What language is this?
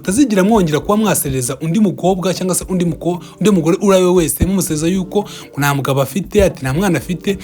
Kinyarwanda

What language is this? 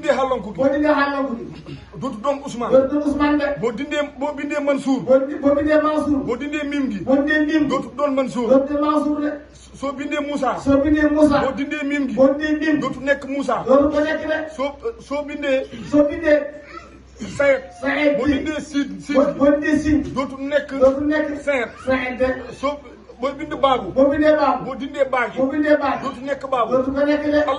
Wolof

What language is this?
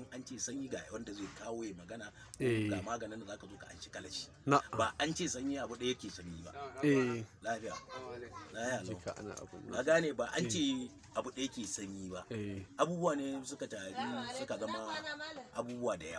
Hausa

